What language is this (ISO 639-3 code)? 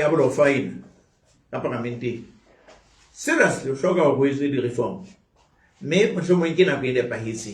sot